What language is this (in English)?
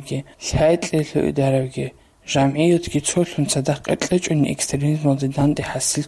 Avaric